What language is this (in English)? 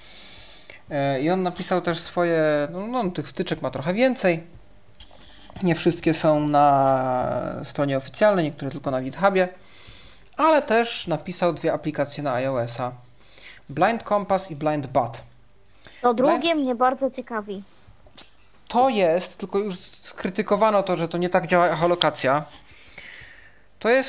Polish